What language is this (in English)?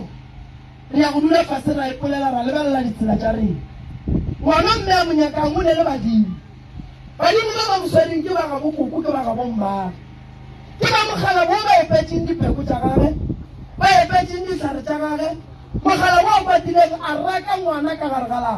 Northern Sotho